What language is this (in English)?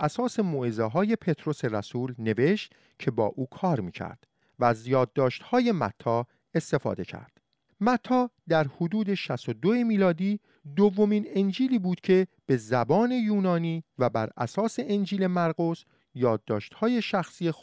Persian